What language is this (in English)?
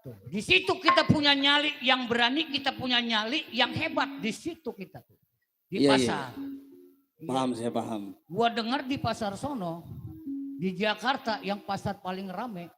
Betawi